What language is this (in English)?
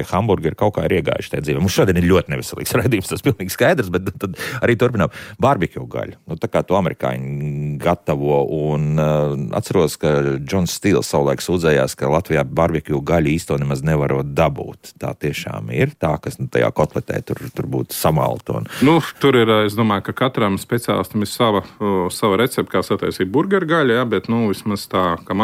Latvian